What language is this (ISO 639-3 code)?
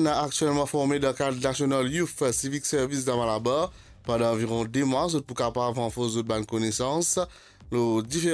mfe